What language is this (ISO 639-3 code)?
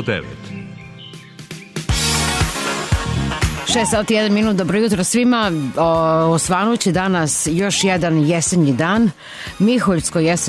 srp